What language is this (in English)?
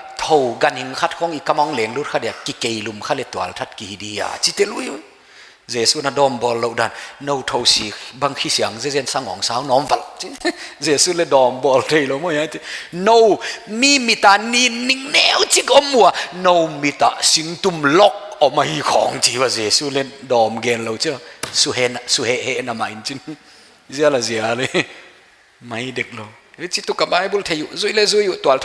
Paite Chin